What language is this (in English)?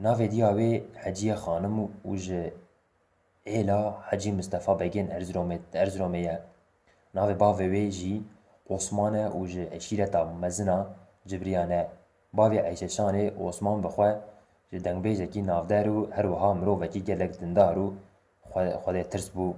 Kurdish